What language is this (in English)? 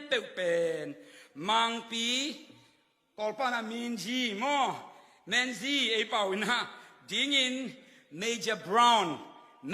Tedim Chin